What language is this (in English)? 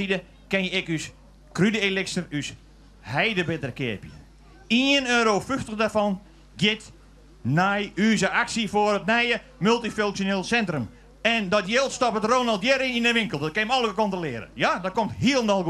Western Frisian